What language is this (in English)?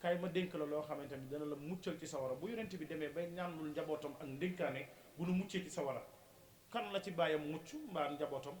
Wolof